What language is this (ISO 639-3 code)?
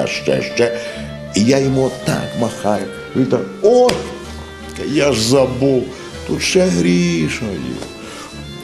ukr